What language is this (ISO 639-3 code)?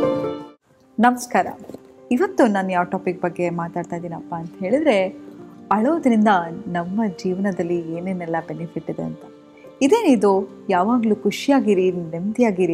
kan